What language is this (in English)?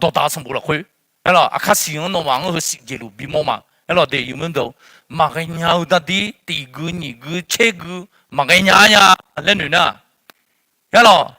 Akha